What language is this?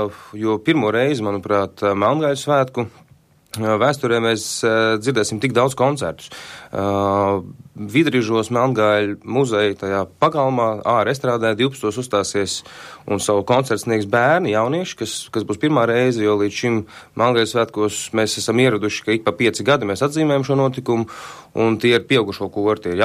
Latvian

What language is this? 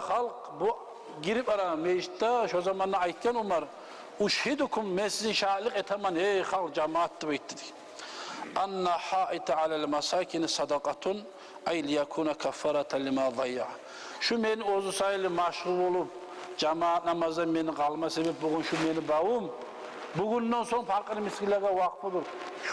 Kumyk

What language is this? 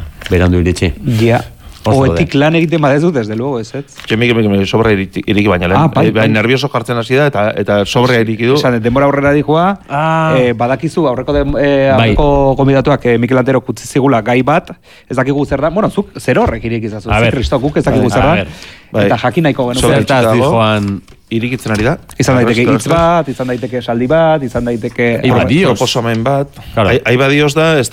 Basque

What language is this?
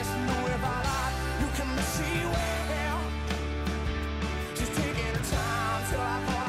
English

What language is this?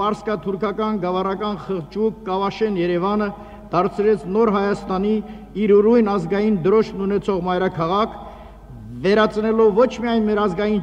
Armenian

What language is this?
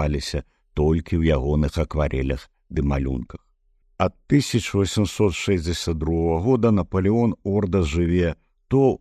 Belarusian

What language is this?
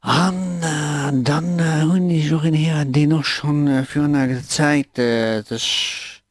Luxembourgish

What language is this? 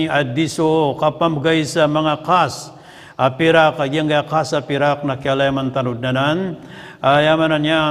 Maranao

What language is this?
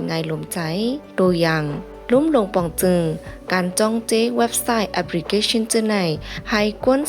Shan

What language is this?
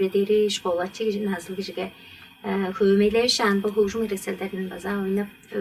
Tuvinian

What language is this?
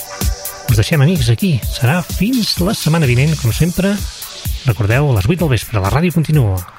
Catalan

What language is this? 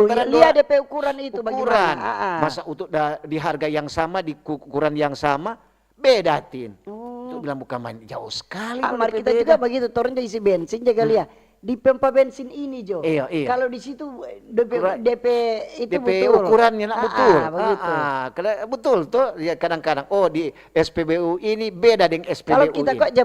Manado Malay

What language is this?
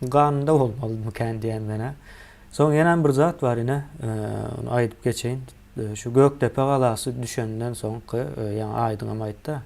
Turkmen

